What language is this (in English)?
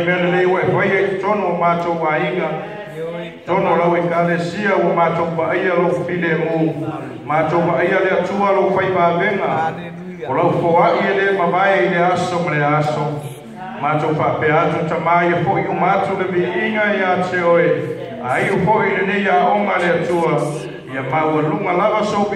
Samoan